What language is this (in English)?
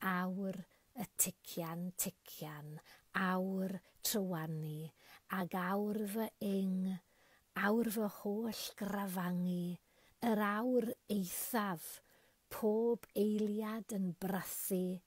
Welsh